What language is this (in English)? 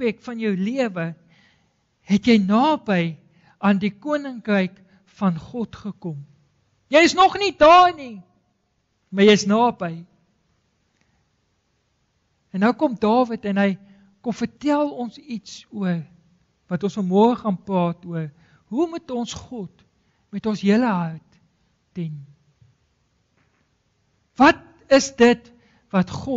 Afrikaans